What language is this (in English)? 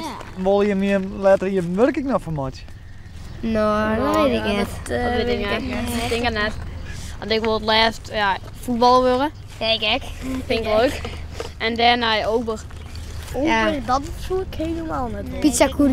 Western Frisian